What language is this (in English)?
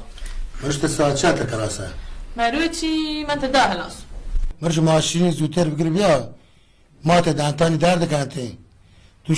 Baluchi